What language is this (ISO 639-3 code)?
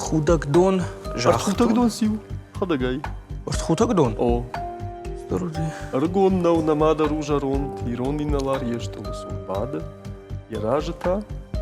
oss